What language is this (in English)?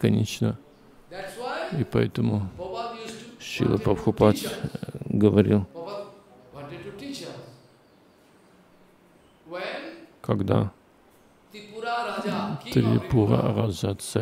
Russian